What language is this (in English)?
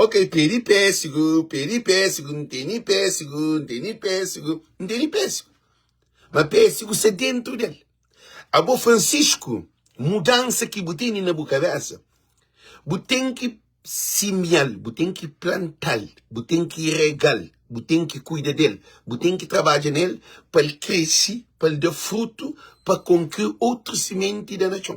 Kabuverdianu